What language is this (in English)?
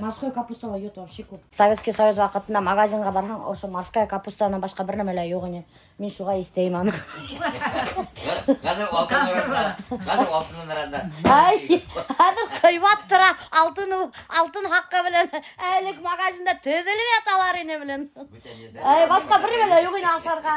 Bashkir